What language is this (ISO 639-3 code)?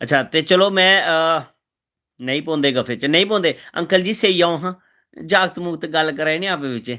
doi